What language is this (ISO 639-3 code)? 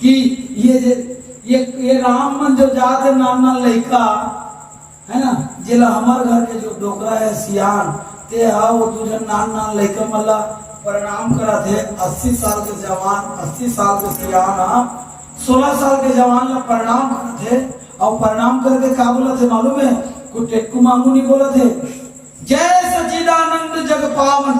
hne